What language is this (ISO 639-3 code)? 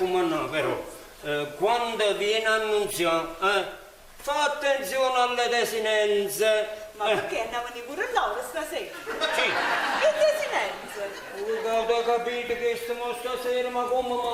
nap